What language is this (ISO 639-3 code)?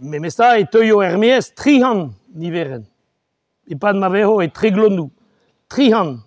bre